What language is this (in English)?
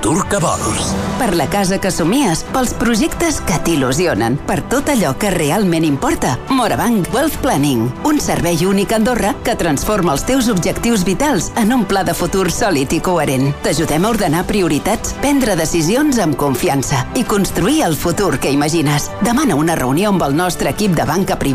Catalan